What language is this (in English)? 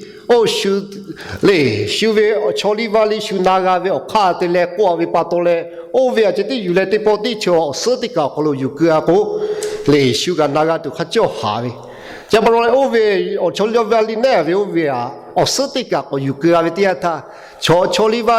Lahu